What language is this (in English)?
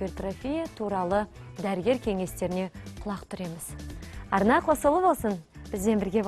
Kazakh